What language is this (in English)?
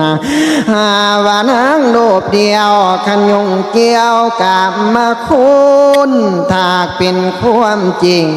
Northeastern Thai